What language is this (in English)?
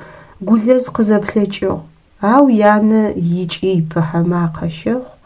Adyghe